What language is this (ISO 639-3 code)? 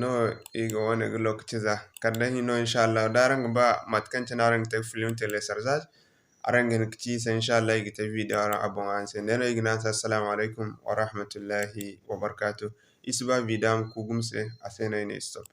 dje